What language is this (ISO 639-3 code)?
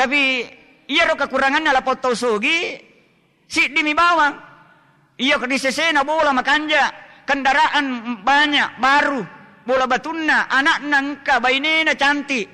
bug